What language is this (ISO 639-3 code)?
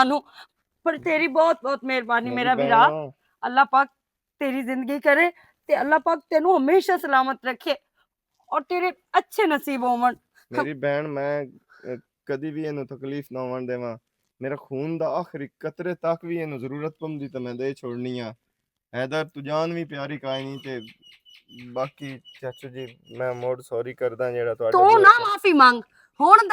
lah